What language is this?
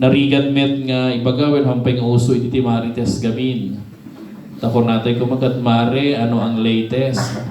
Iloko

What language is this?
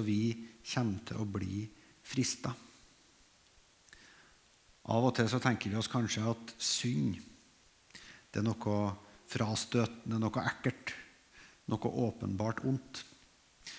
Norwegian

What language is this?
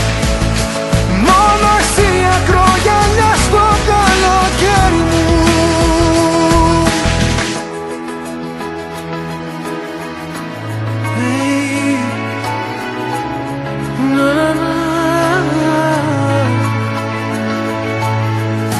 Greek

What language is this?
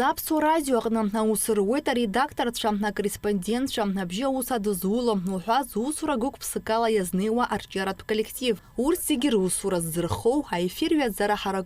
Abkhazian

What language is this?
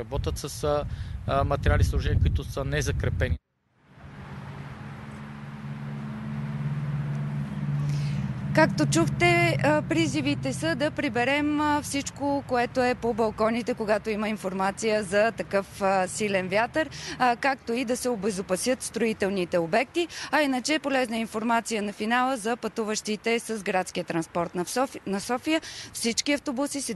Bulgarian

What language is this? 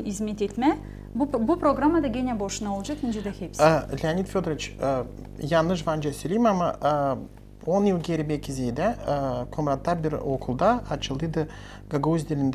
Gagauz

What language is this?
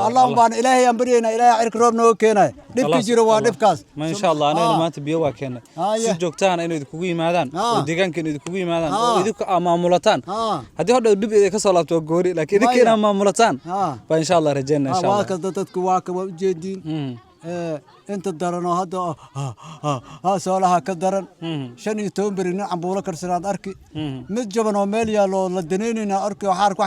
Somali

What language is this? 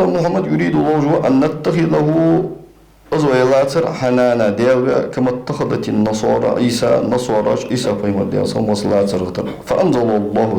Ingush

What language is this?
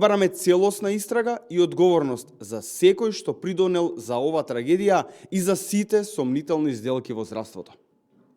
Macedonian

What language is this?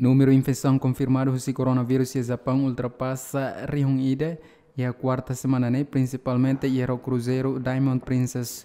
Tetum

